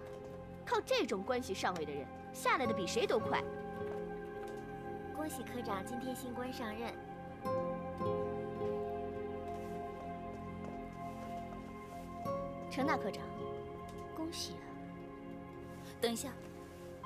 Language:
Chinese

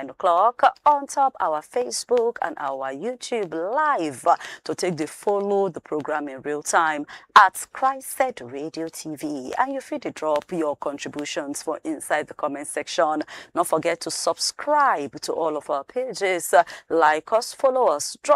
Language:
Nigerian Pidgin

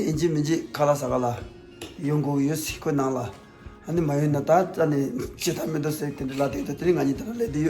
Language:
Tibetan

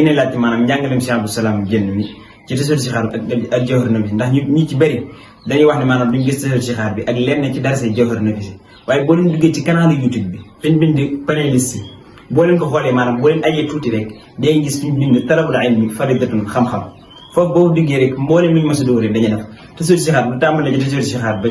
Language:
Wolof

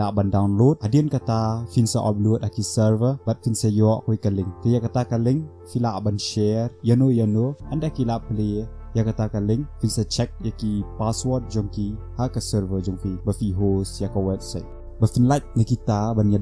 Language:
Khasi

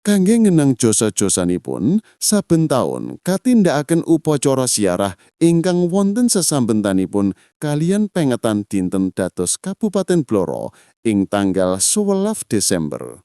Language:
Javanese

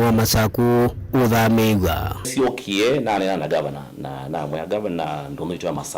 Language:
Kamba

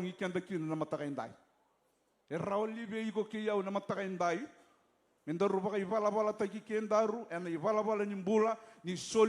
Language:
Fijian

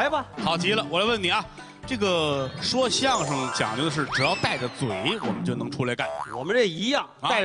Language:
Chinese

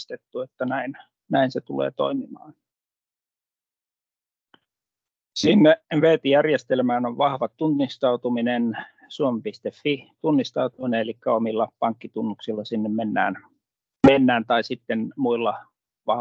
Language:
Finnish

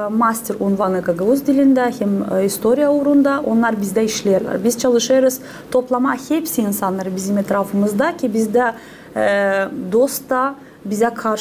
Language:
Gagauz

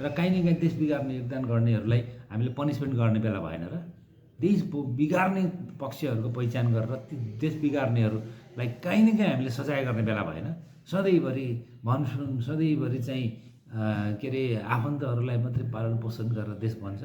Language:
Nepali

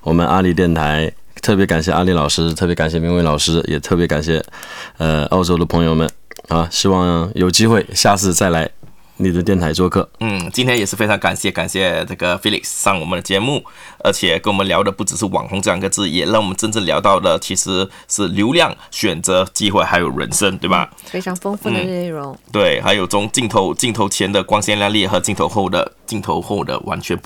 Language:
Chinese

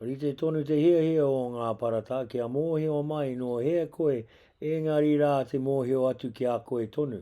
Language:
Māori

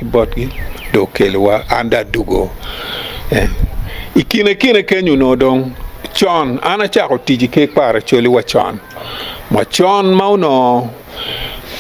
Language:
Acoli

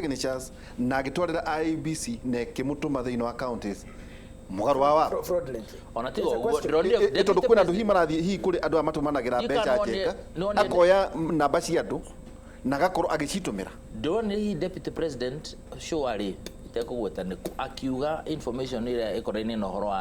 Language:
Kikuyu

